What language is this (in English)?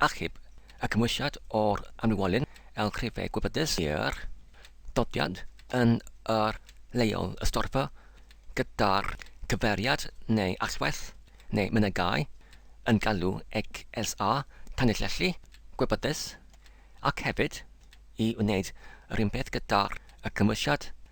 Welsh